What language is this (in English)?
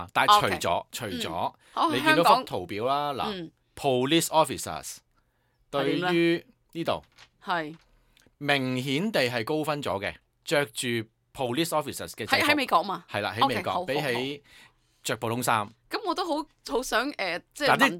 Cantonese